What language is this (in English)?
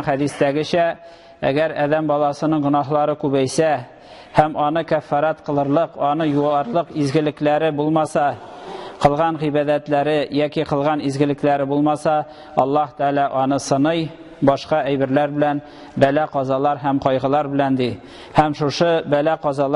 Tatar